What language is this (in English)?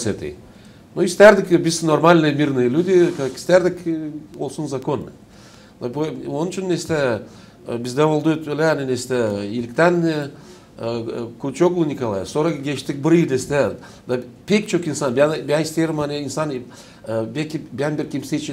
Gagauz